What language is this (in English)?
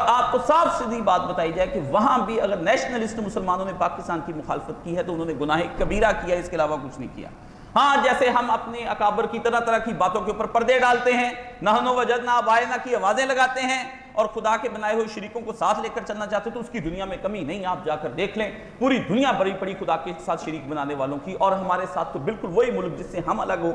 Urdu